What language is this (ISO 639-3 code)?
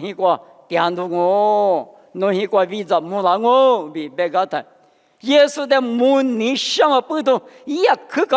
lis